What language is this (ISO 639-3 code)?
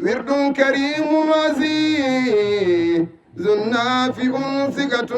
ful